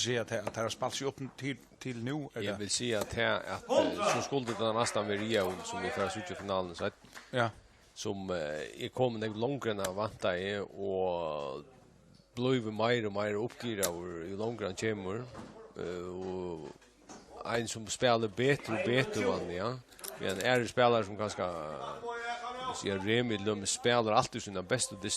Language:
Faroese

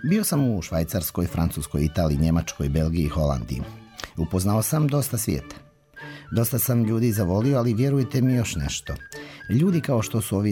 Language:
Serbian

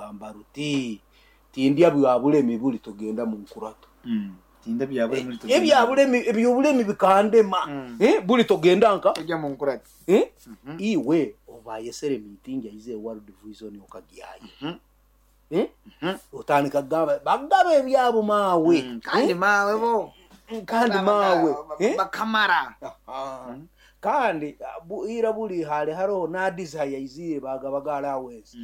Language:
Nyoro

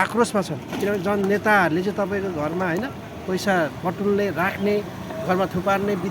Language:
Nepali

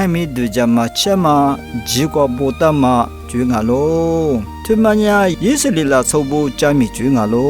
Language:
Lisu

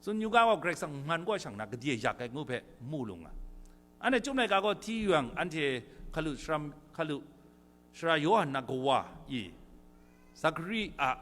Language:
Kachin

